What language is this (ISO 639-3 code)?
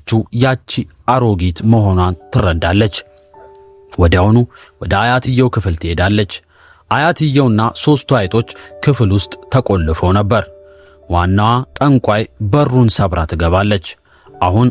amh